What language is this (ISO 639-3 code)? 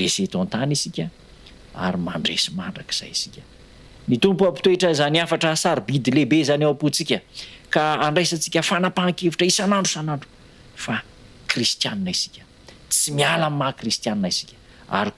mlg